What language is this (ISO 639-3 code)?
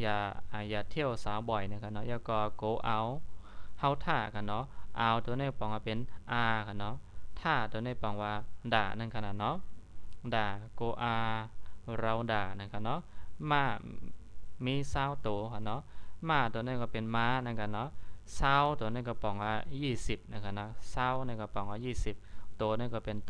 shn